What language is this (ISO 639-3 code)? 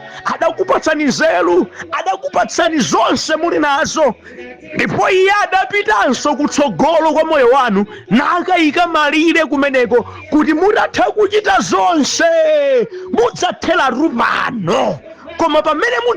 nya